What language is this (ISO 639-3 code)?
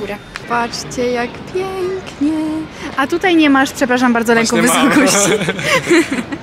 pol